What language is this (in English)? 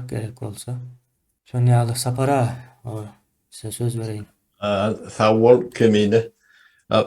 Turkmen